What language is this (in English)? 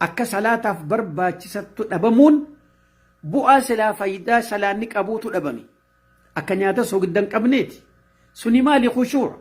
Oromo